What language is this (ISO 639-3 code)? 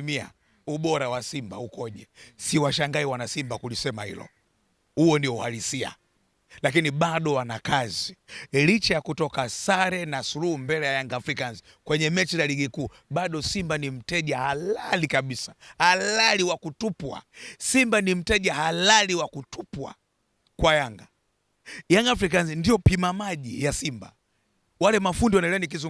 swa